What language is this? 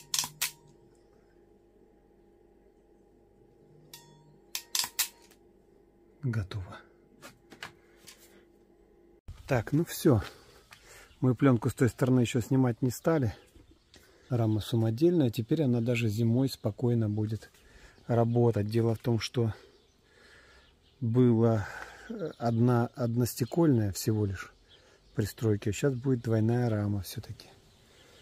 Russian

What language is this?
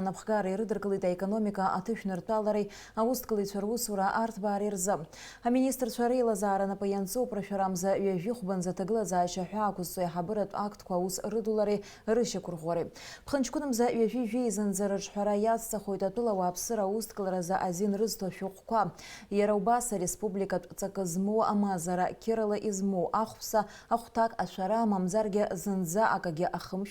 Abkhazian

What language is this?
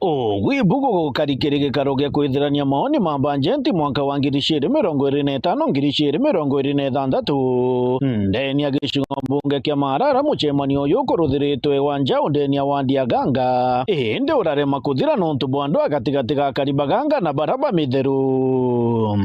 Meru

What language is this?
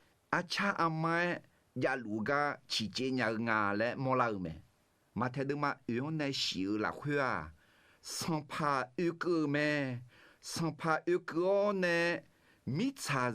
Akha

